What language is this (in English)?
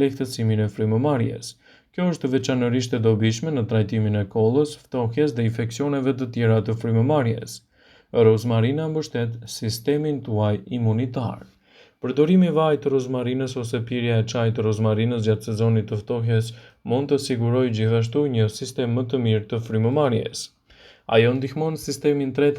Albanian